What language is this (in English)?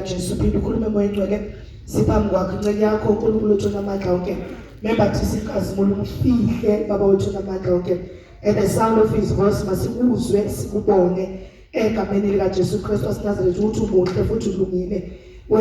Zulu